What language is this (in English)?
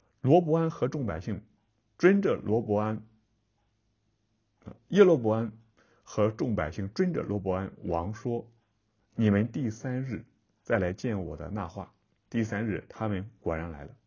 Chinese